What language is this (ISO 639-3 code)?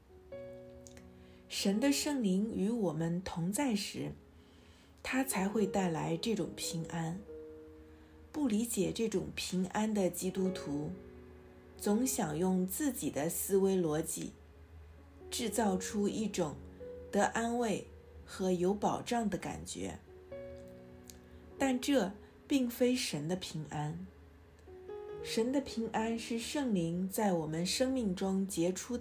zho